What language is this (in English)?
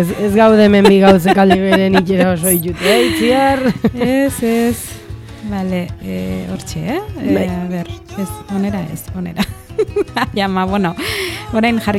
Basque